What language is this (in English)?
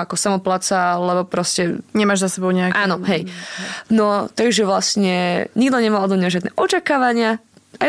Slovak